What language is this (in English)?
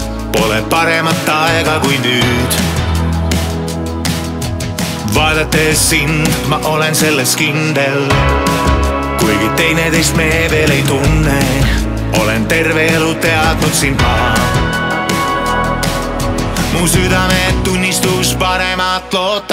Estonian